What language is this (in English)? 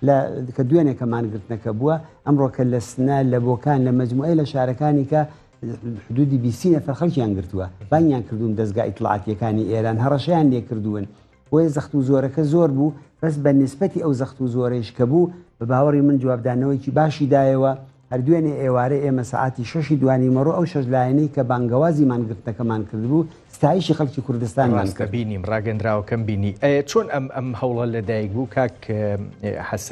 Central Kurdish